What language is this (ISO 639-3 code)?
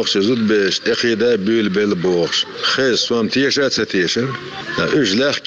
che